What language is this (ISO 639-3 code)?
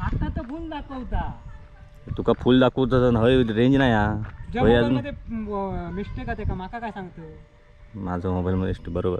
kok